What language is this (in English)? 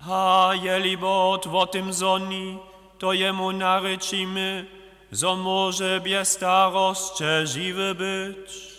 Upper Sorbian